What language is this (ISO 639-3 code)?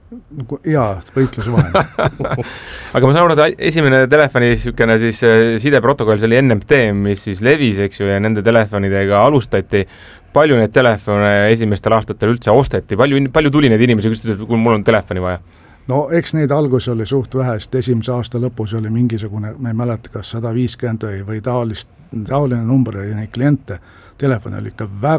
est